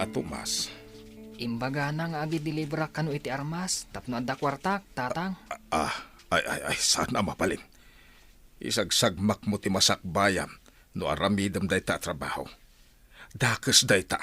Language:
Iloko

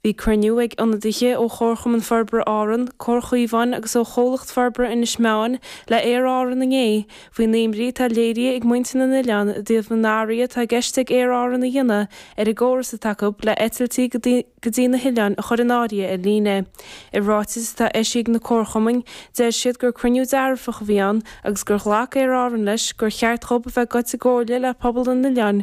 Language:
Irish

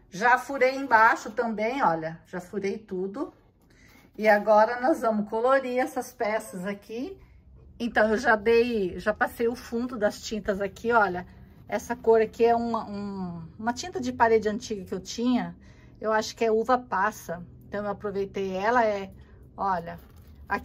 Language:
Portuguese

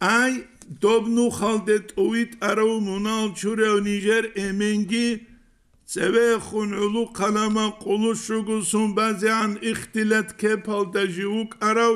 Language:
Avaric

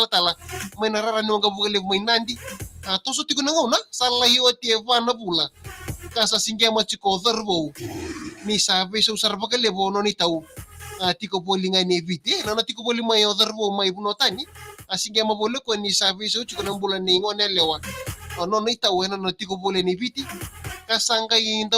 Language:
Fijian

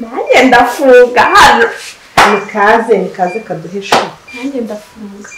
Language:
Kinyarwanda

